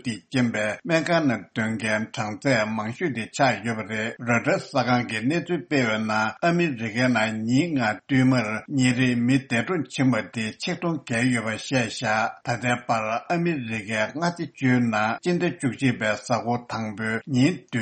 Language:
Tibetan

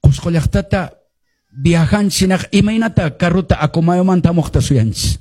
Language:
Quechua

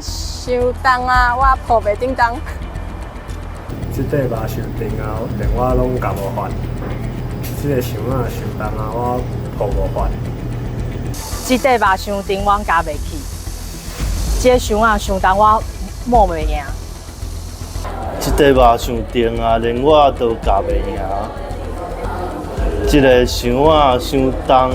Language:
Min Nan Chinese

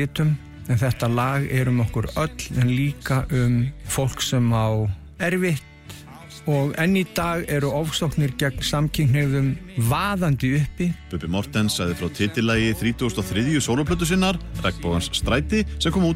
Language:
Icelandic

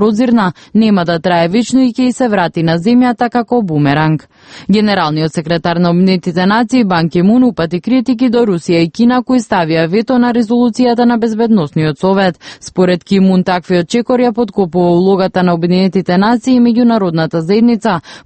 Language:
Macedonian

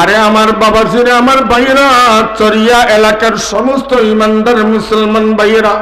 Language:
Sylheti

